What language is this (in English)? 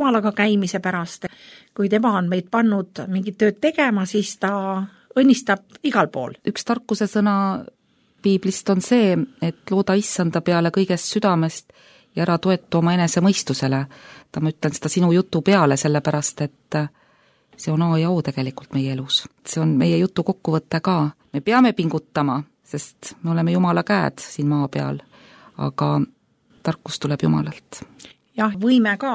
Estonian